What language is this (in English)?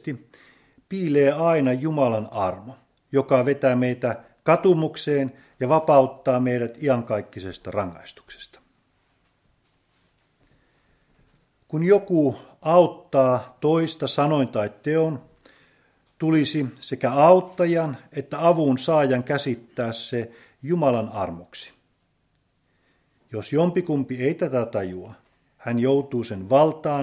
Finnish